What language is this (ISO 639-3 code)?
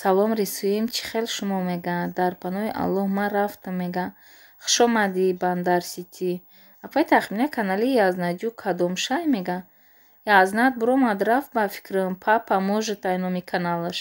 tgk